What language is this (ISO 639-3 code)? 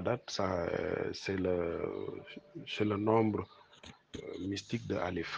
wol